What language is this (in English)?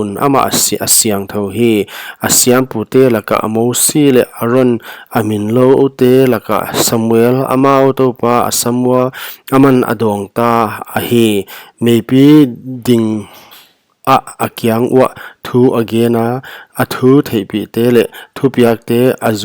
Paite Chin